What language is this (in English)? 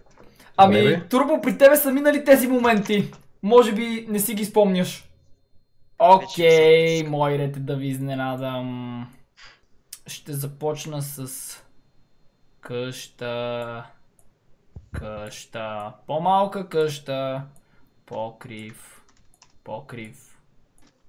Bulgarian